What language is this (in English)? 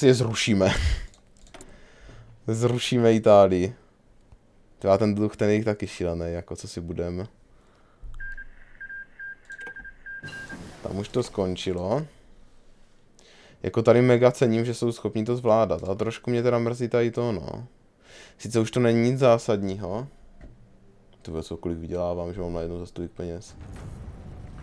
Czech